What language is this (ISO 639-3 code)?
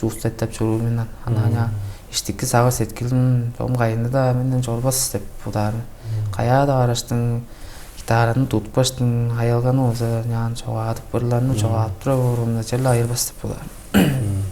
tyv